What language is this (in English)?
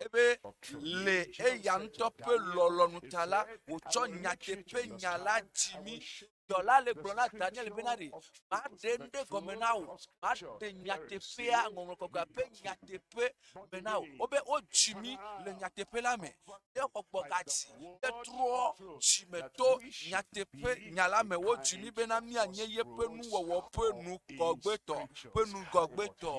Ewe